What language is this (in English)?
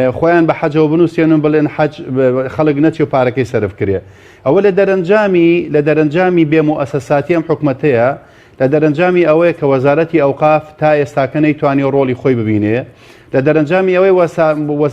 Central Kurdish